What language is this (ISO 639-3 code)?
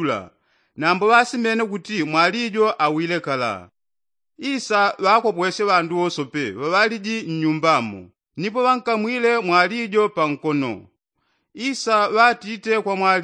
yao